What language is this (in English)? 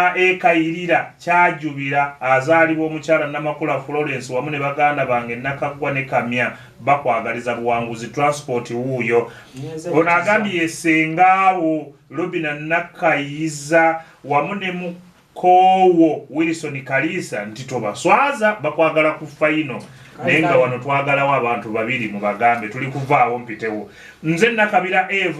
Ganda